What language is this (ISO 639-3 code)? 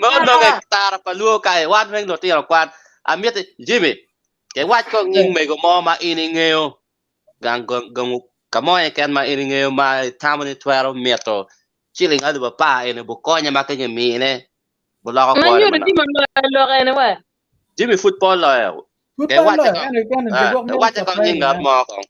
ach